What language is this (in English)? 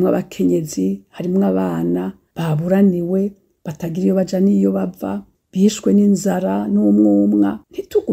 Rundi